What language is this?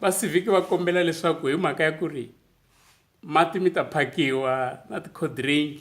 Tsonga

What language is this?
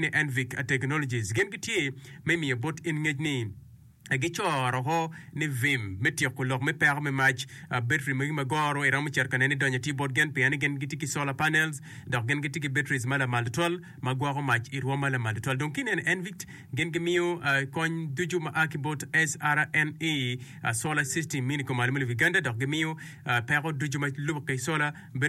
Acoli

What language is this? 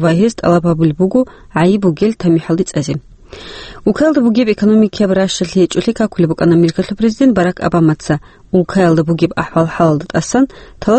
Avaric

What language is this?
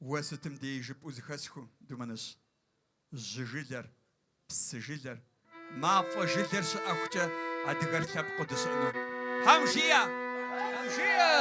Kabardian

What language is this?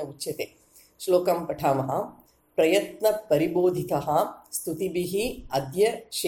Sanskrit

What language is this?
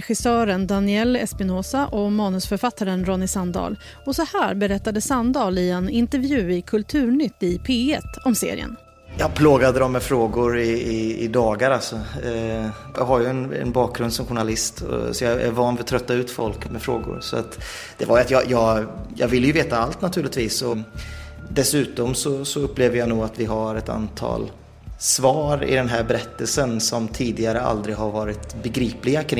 Swedish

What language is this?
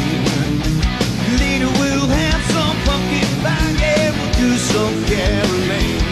English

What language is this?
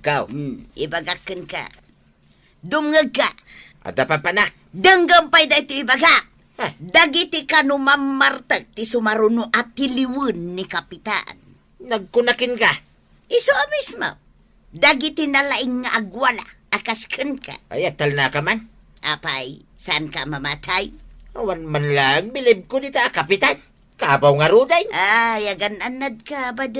Iloko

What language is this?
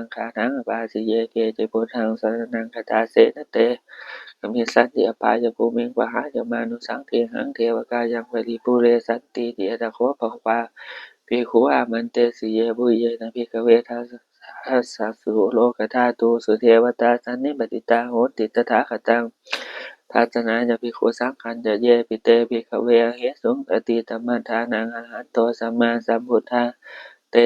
Pali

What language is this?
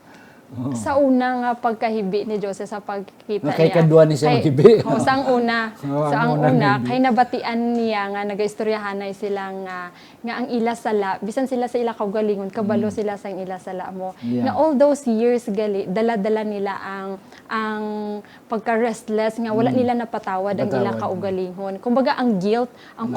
Hiligaynon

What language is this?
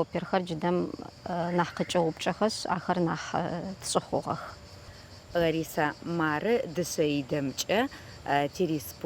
Adyghe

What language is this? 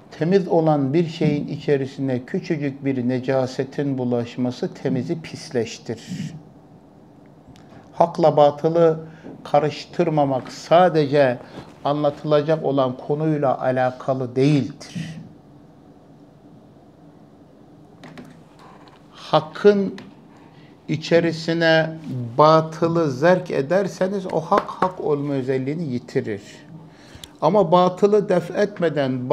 Turkish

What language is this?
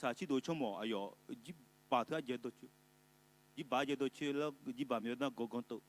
Akha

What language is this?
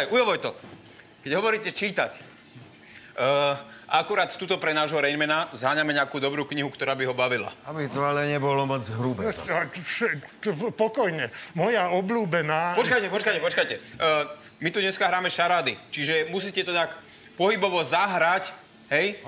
Slovak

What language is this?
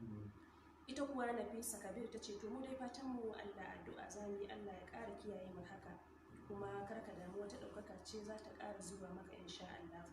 Hausa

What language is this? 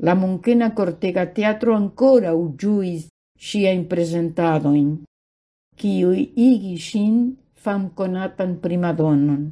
Esperanto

